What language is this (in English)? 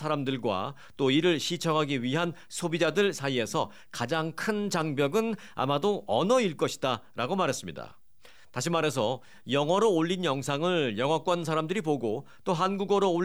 Korean